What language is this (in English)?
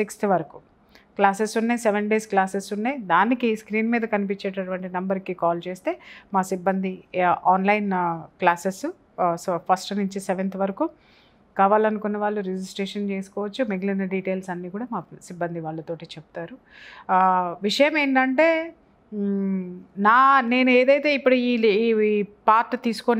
Telugu